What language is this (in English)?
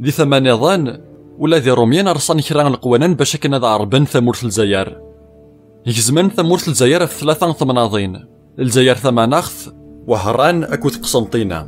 Kabyle